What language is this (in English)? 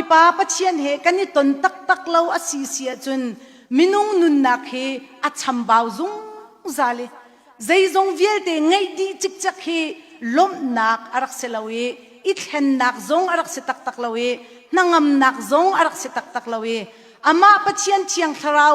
Hakha Chin